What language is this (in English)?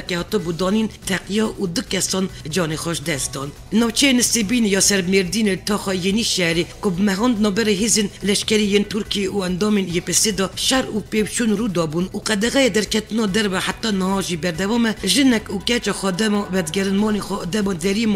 Kurdish